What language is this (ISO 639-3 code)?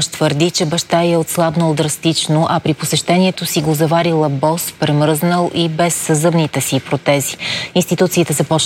bul